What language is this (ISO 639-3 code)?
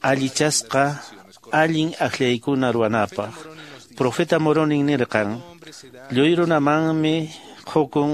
que